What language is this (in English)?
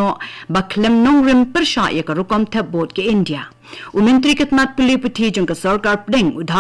Khasi